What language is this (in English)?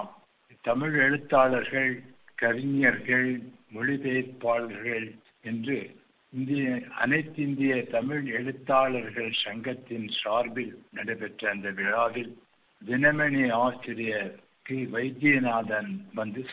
Tamil